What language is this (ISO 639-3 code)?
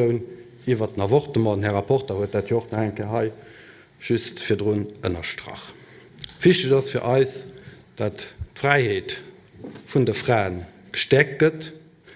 ltz